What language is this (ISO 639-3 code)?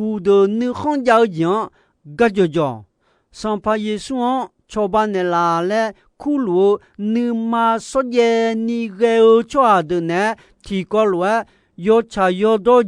ahk